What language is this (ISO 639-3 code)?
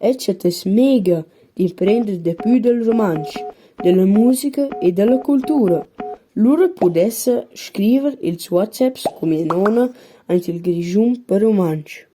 roh